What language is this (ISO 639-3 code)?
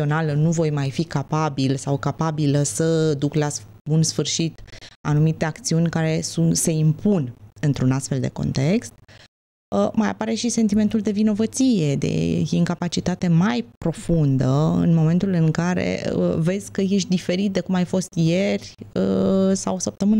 ron